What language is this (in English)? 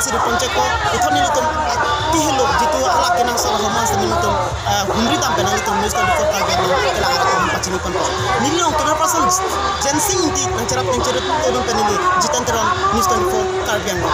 Karbi